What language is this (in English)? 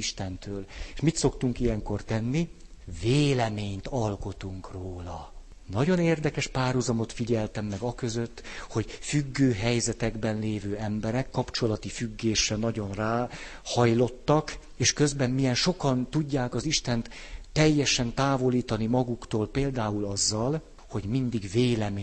Hungarian